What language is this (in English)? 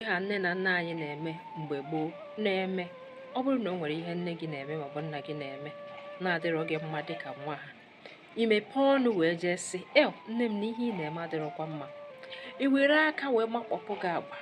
Igbo